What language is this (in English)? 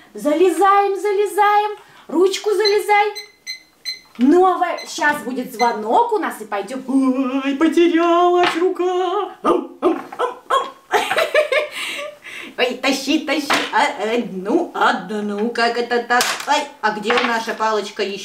Russian